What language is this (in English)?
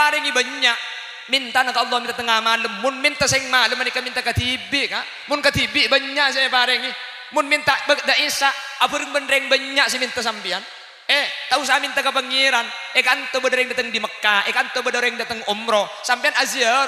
Madurese